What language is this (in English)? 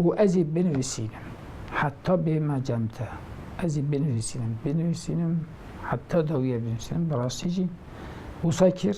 Kurdish